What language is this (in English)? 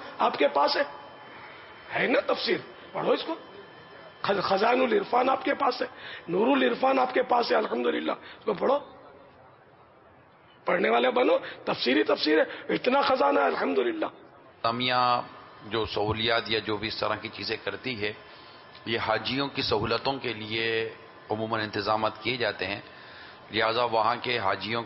Urdu